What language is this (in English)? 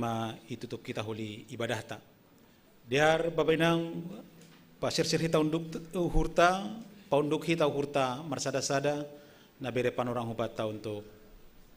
Batak Simalungun